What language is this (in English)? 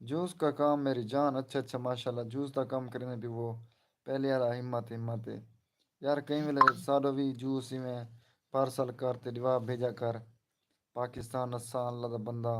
Saraiki